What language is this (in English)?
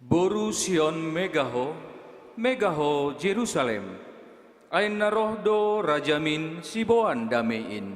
Batak Simalungun